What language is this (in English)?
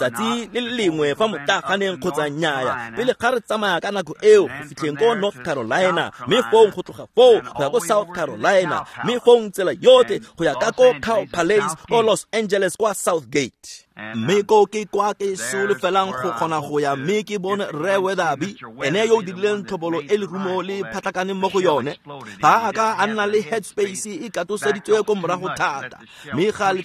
Tswana